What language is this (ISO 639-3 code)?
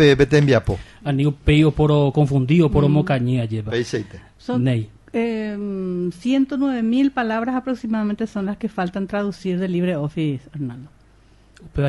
grn